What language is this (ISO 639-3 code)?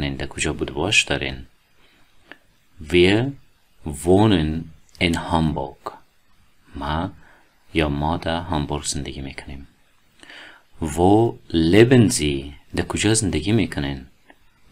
fas